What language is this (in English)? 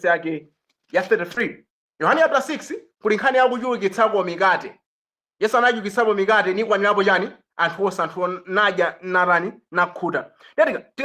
Nyanja